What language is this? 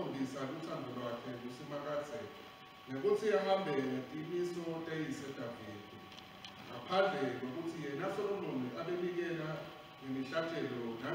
Swati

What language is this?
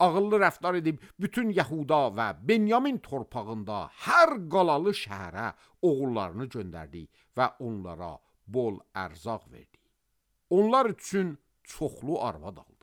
Azerbaijani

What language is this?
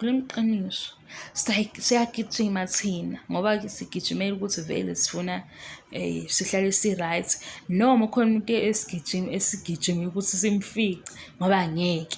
Zulu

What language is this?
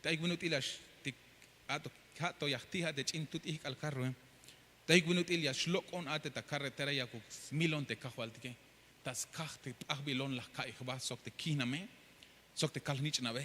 Tzeltal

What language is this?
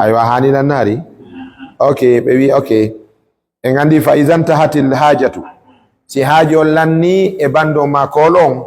Fula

